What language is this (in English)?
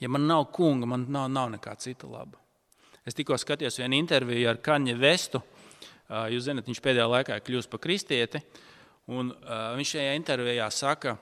Latvian